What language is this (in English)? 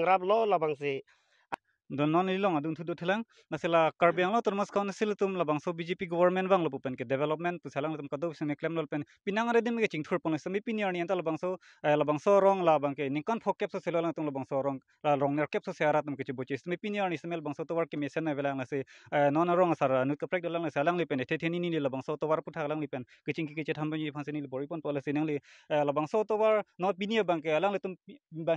Karbi